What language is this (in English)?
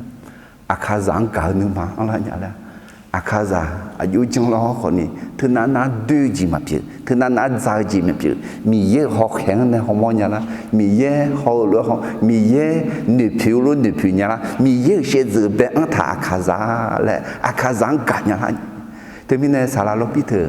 Akha